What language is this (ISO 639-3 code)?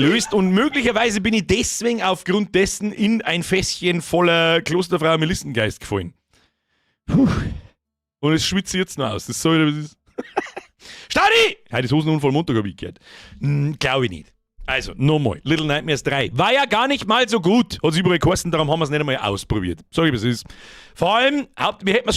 bar